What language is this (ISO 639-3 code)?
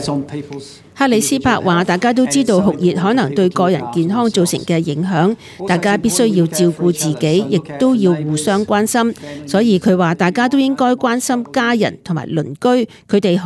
yue